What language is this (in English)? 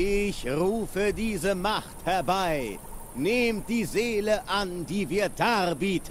Swiss German